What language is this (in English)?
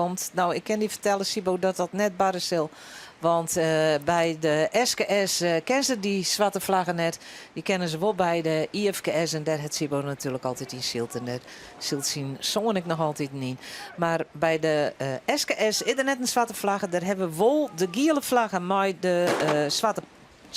Western Frisian